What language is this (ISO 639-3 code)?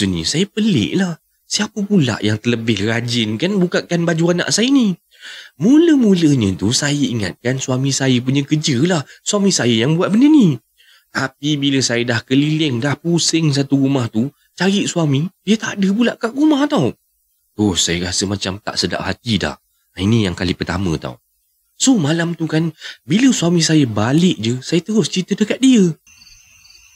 msa